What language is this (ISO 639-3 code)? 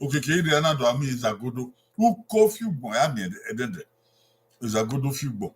bin